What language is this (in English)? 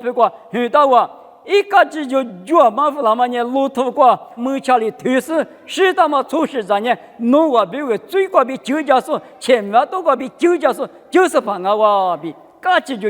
Lisu